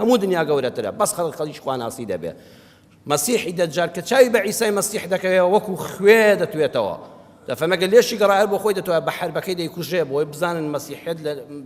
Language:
Central Kurdish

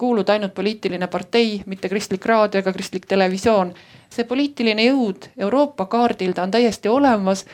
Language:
Estonian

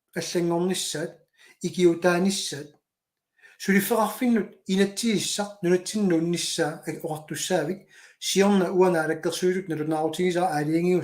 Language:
Kalaallisut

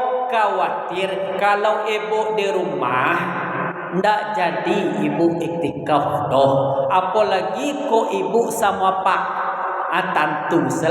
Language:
Minangkabau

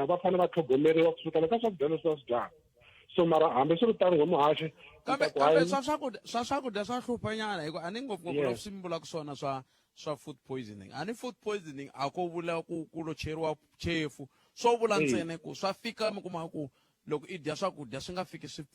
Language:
Tsonga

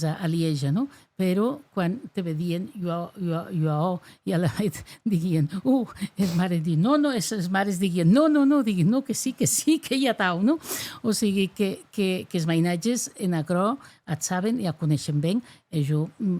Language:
Occitan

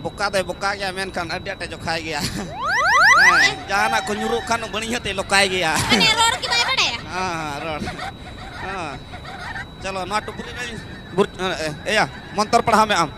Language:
Santali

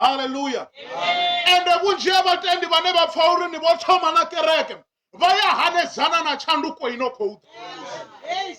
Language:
Venda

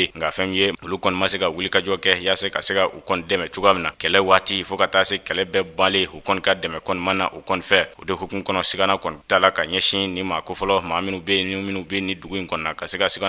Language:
Bambara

